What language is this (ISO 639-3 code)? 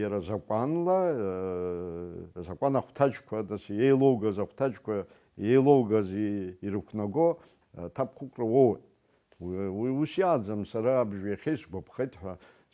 abk